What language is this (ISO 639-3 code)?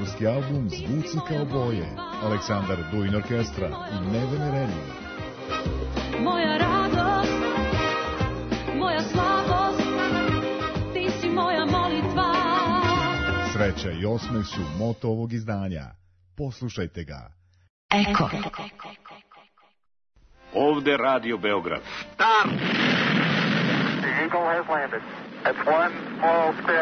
srp